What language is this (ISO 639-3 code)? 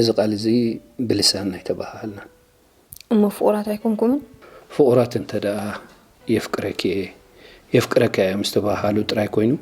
tir